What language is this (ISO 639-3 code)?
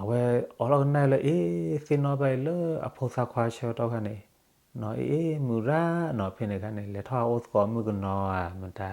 ksw